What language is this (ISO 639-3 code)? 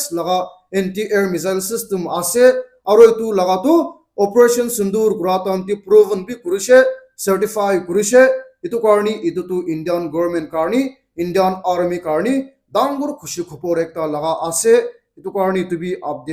nag